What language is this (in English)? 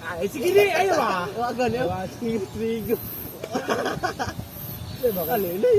Cebuano